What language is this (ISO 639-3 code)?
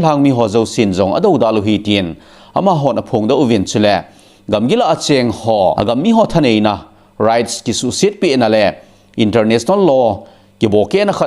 tcz